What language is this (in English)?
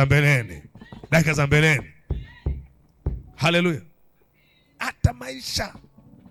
Swahili